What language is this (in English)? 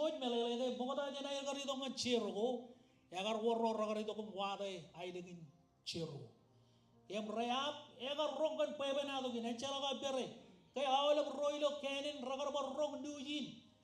Marshallese